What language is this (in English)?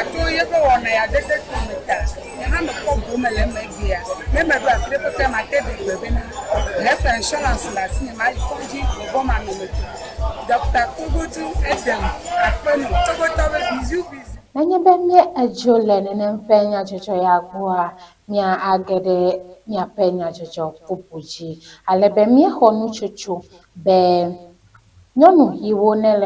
Ewe